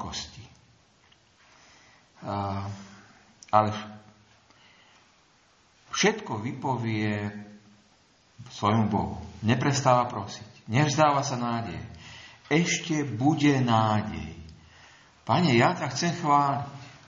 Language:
Slovak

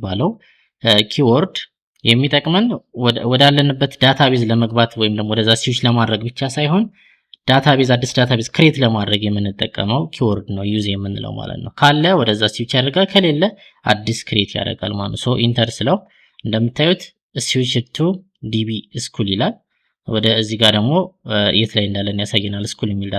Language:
Amharic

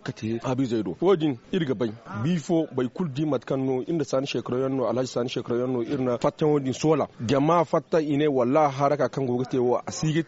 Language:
Zarma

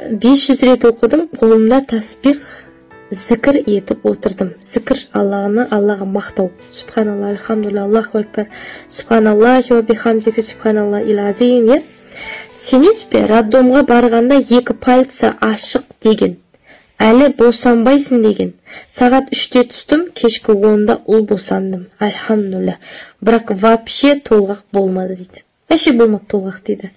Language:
Kazakh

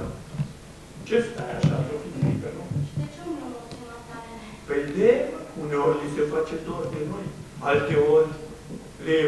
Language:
Romanian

